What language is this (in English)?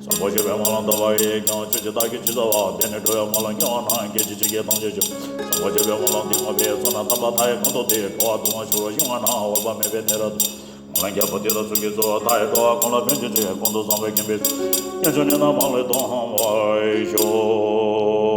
Tibetan